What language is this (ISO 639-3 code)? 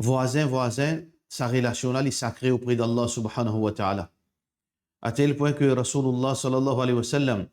mfe